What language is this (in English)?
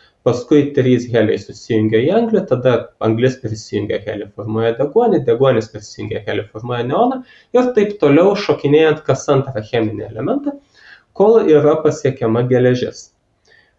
Lithuanian